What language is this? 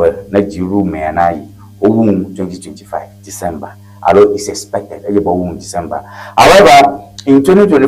Ewe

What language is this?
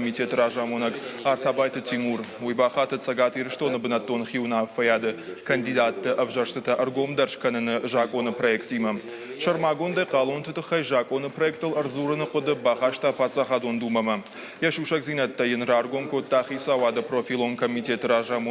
Ossetic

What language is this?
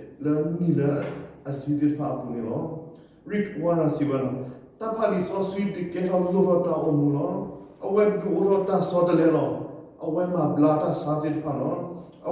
S'gaw Karen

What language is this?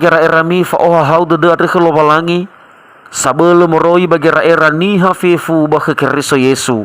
Nias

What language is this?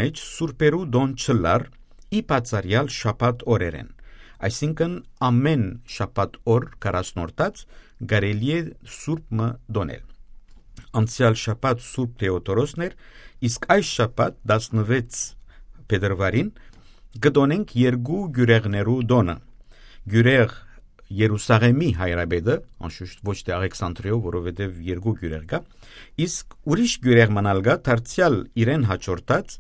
Western Armenian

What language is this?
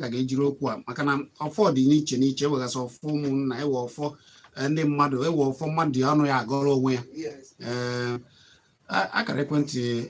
Igbo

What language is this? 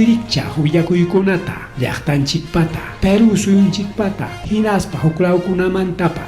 Ayacucho Quechua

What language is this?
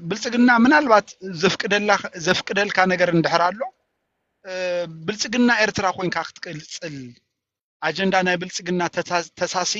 Tigrinya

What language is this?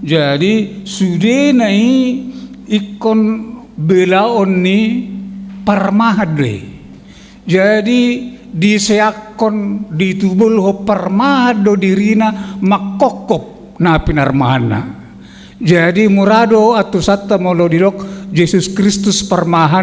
Batak Toba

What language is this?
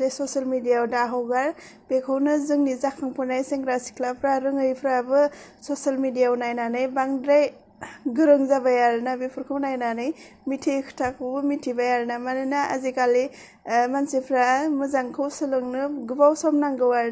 Bodo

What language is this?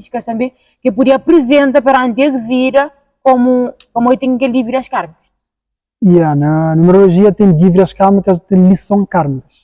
Kabuverdianu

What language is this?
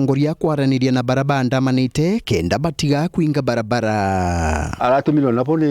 Meru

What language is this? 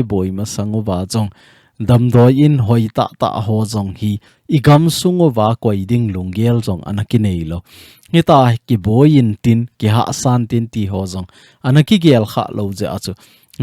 Thado Chin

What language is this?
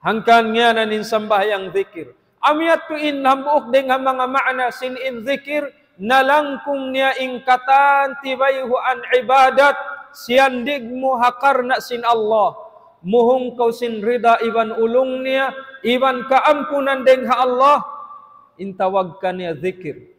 Tausug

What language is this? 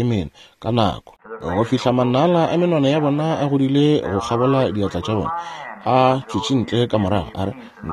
Northern Sotho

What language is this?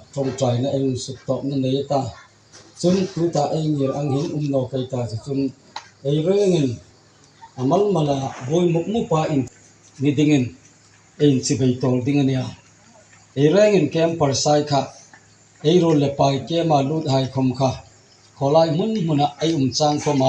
Hmar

